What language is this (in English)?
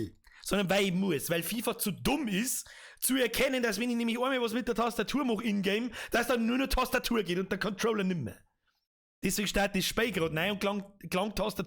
Bavarian